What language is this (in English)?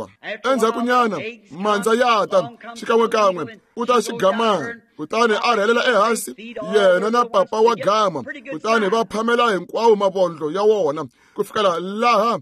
Tsonga